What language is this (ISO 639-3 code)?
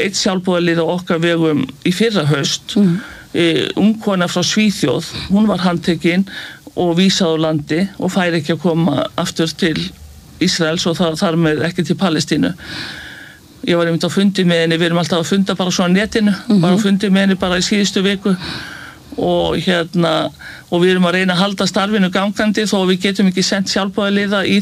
isl